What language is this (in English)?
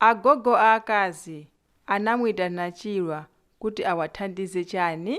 Nyanja